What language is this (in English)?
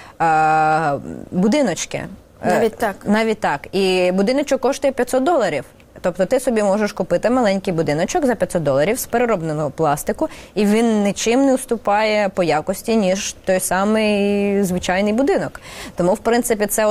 Ukrainian